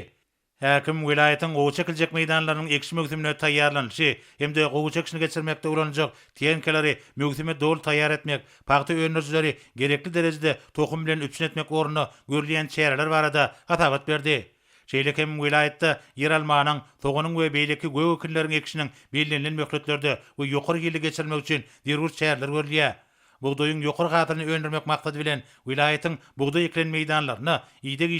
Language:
Turkmen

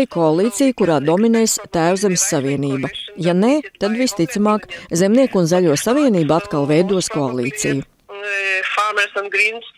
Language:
Latvian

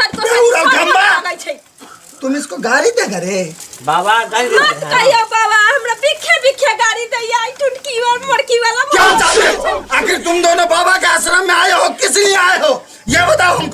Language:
Maithili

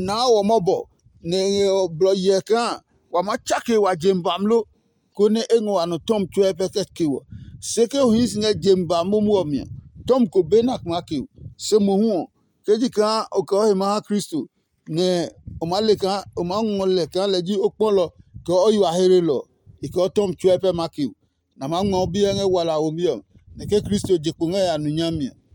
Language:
Adangme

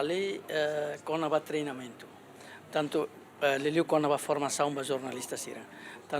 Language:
Tetum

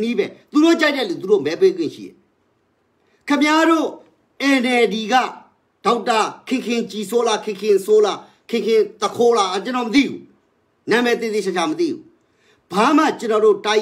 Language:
Burmese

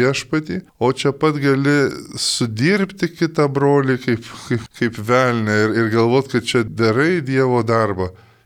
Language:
Lithuanian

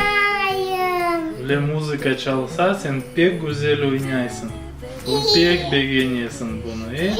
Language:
Crimean Tatar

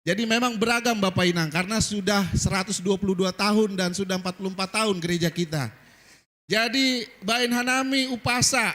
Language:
Batak Simalungun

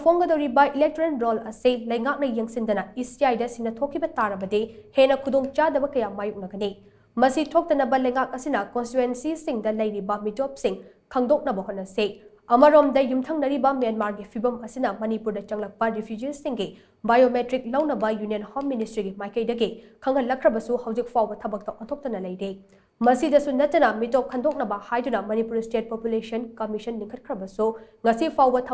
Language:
Manipuri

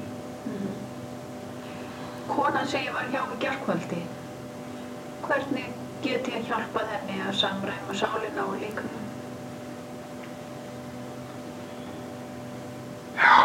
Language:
Icelandic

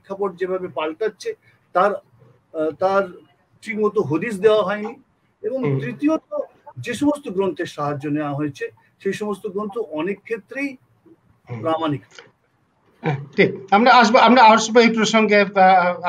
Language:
Bangla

